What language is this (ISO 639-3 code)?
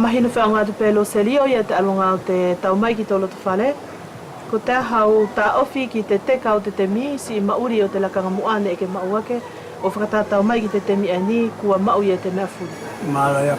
wls